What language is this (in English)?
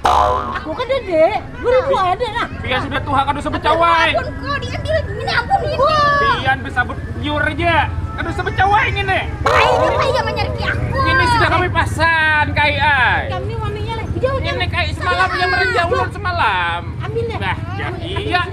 Banjar